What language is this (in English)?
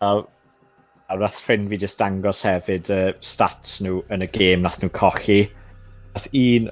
Welsh